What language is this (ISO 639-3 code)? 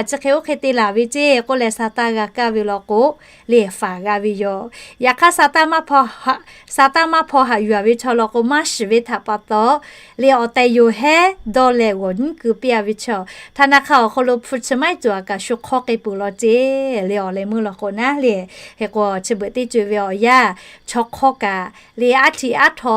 lhu